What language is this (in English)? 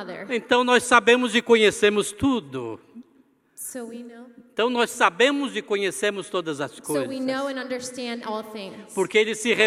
Portuguese